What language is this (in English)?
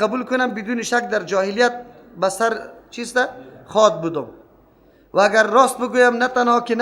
Persian